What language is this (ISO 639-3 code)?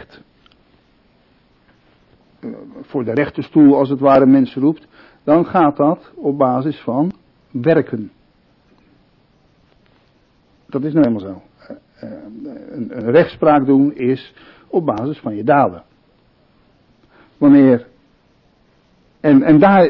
nld